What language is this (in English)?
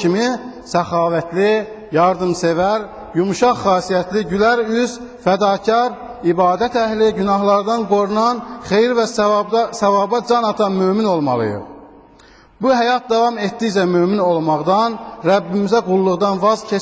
Azerbaijani